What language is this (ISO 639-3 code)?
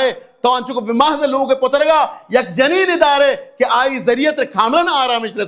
bal